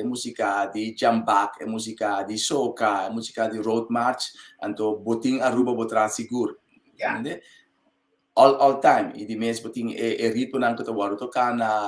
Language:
Papiamento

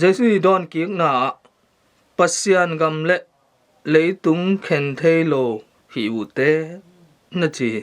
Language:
Tedim Chin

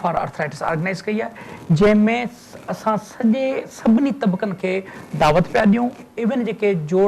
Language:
Sindhi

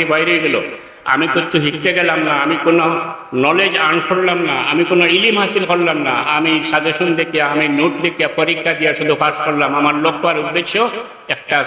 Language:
Sylheti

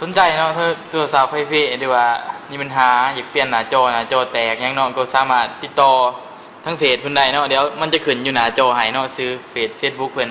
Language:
Lao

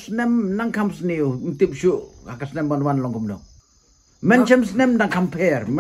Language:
Khasi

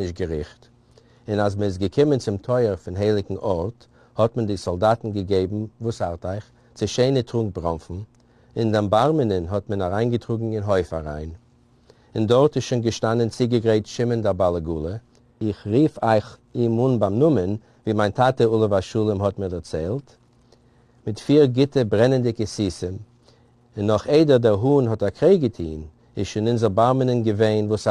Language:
Yiddish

